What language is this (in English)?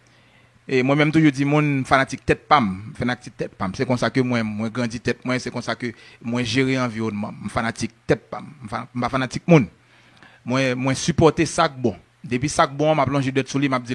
Haitian Creole